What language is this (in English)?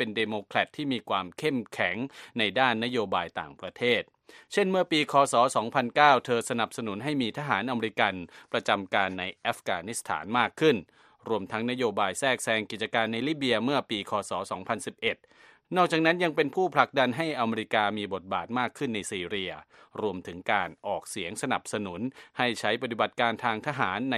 Thai